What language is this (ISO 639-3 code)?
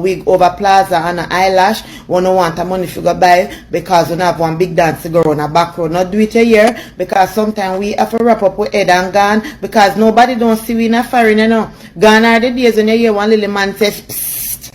jam